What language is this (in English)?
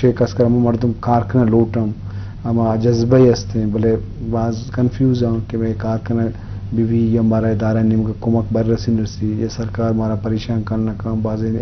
Eastern Balochi